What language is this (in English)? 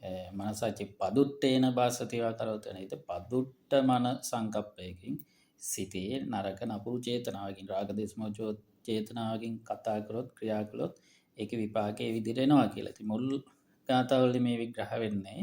Sinhala